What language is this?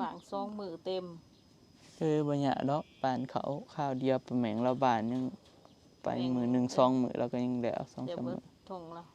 Northeastern Thai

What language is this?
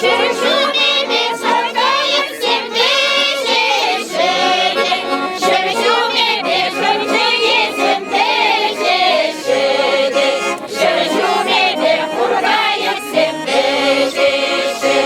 Chuvash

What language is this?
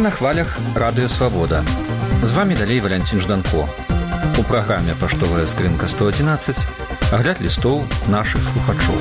Belarusian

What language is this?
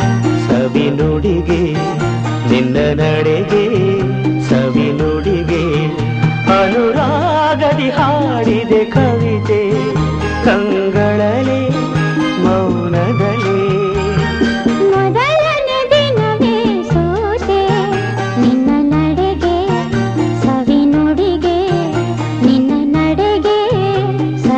Kannada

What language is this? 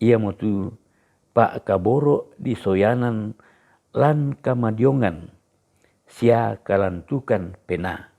Toraja-Sa'dan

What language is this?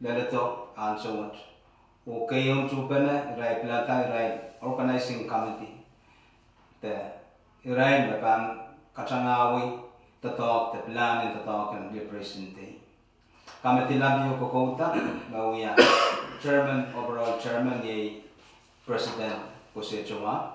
Pohnpeian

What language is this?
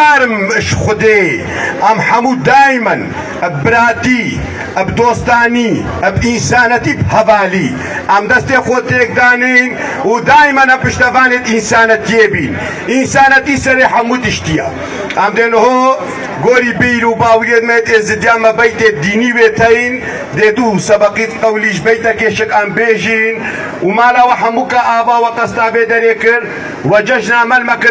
Kurdish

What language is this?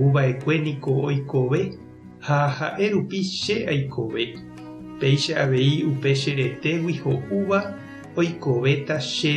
Guarani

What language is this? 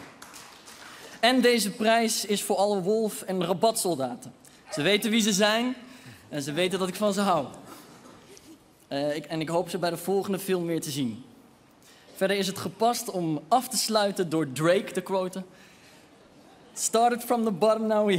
Dutch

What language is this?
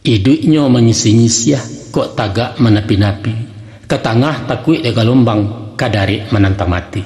Minangkabau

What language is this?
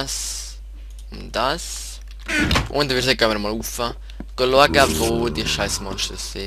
Swiss German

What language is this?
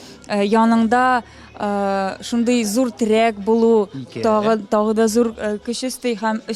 Tatar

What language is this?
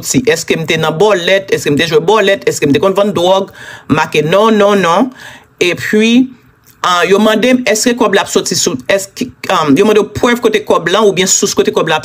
Haitian Creole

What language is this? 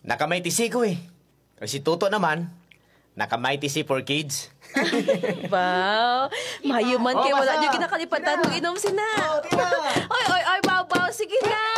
Hiligaynon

